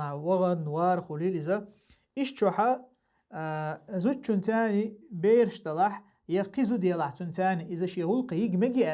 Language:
Chechen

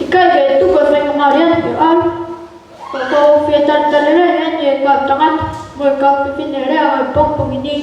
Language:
Tongan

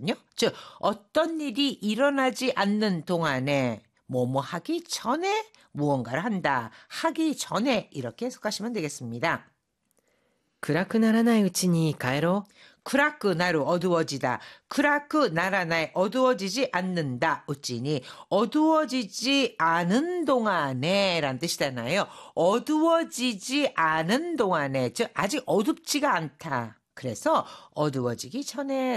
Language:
Korean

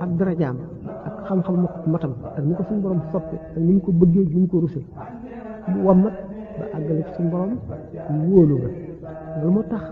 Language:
Wolof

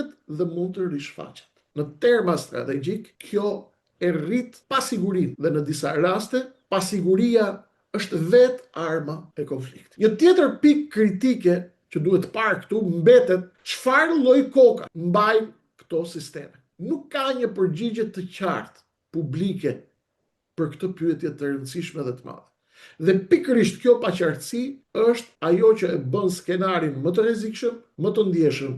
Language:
Albanian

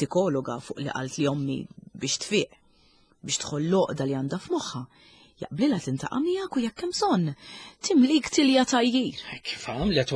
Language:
Maltese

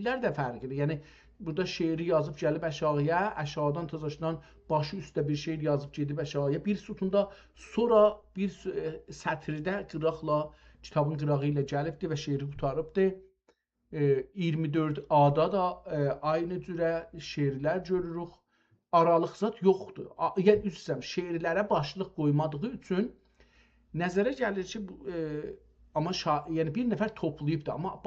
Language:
South Azerbaijani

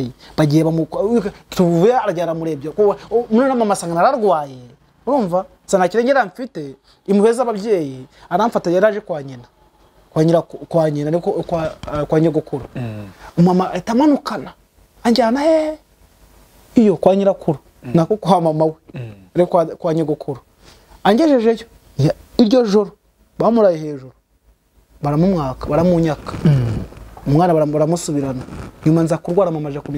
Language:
Kinyarwanda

